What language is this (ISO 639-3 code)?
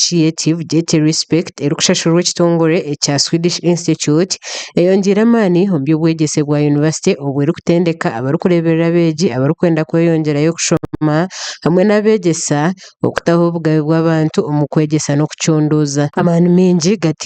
nyn